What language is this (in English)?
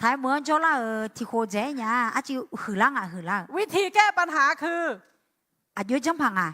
Akha